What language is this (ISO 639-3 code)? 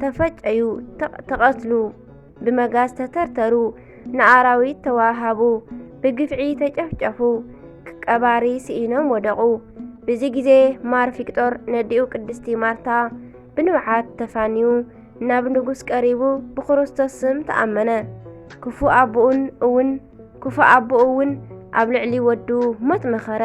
tir